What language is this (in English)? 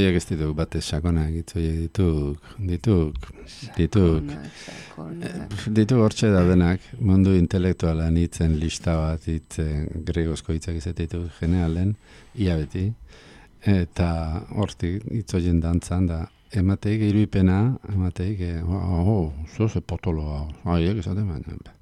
Basque